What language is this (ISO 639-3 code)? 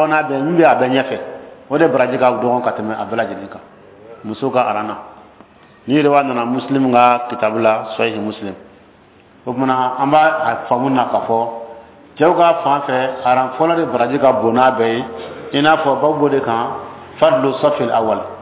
bam